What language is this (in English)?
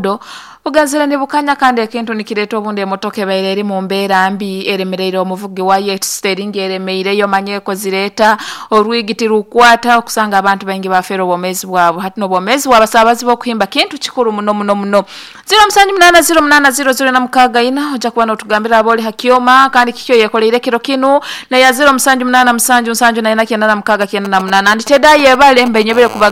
Nyoro